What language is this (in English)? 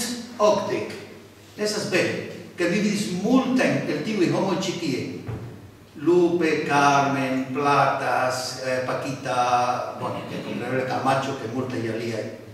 Esperanto